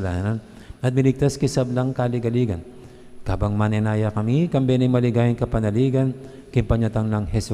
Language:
Pampanga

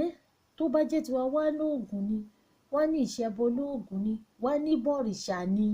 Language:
Yoruba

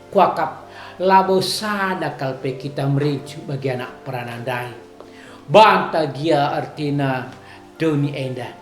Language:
Batak Karo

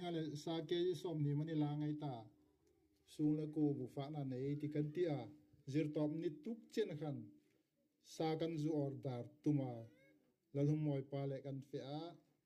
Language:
Hmar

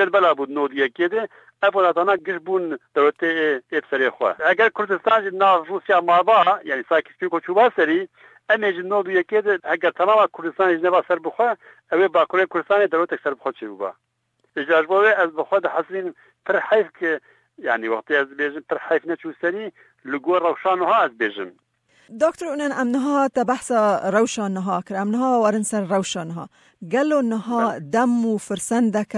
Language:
Kurdish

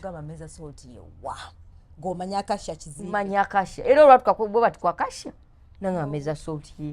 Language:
Ganda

